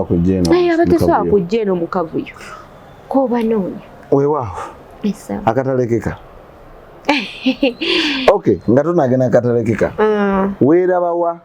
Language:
Ganda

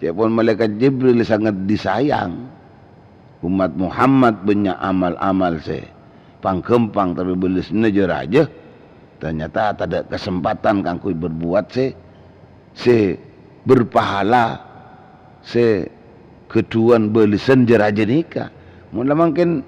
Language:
Madurese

